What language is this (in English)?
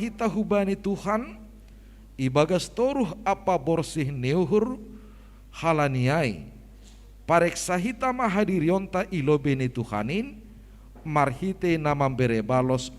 Batak Simalungun